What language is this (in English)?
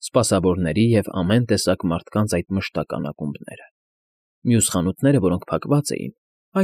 Armenian